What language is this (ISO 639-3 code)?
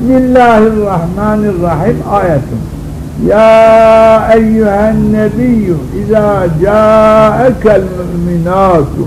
zza